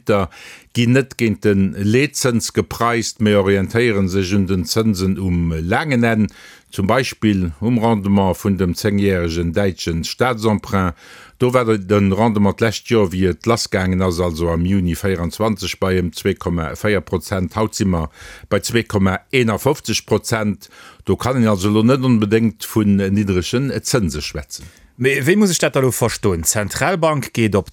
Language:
Luxembourgish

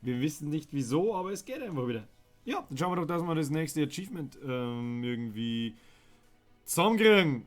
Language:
Bavarian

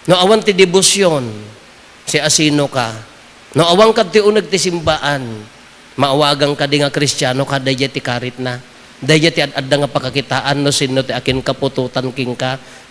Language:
Iloko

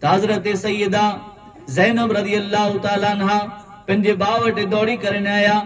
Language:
Kachhi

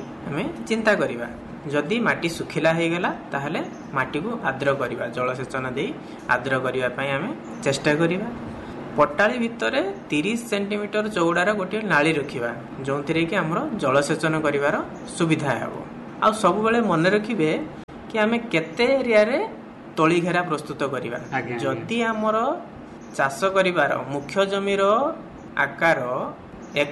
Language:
Odia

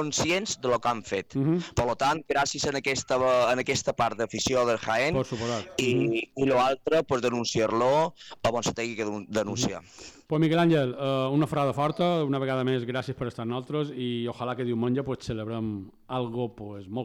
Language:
Catalan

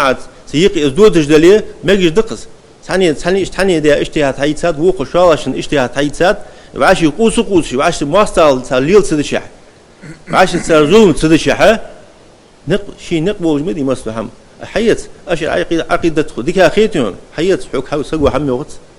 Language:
Ingush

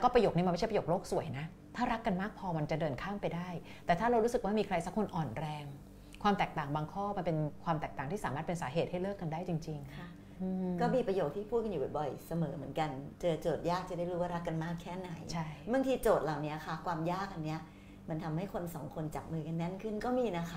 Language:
Thai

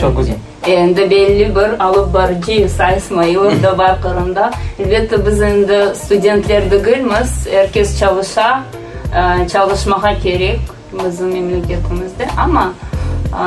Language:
Crimean Tatar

